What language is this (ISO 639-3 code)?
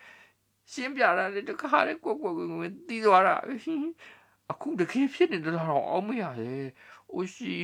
mya